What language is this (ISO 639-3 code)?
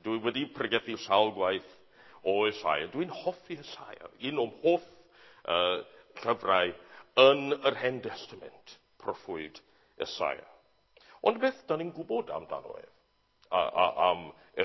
cym